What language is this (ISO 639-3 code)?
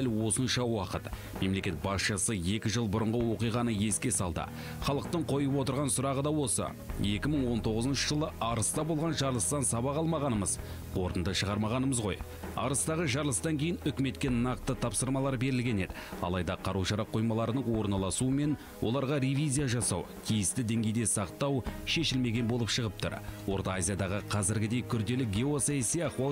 kaz